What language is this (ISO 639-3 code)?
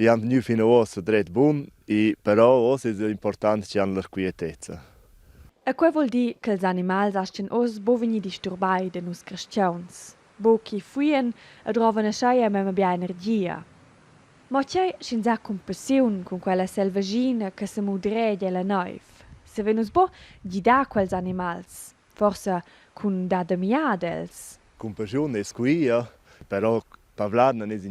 roh